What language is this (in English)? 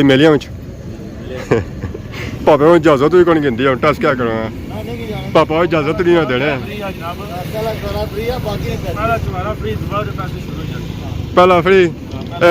Pahari-Potwari